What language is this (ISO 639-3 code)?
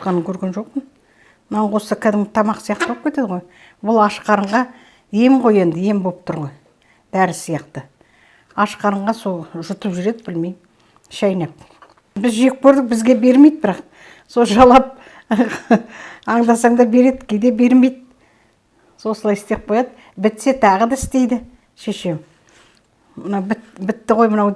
kaz